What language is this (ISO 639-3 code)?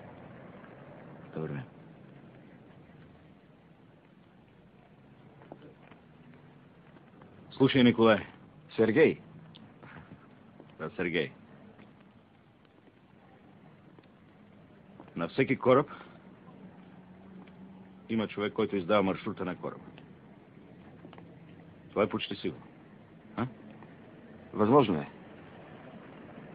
bul